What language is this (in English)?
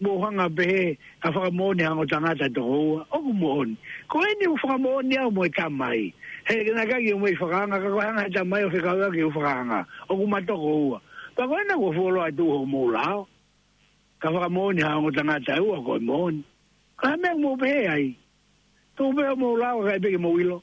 Tongan